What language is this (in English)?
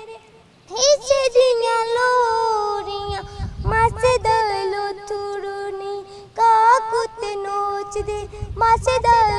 Dogri